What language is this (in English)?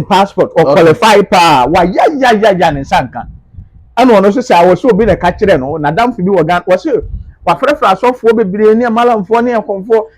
Akan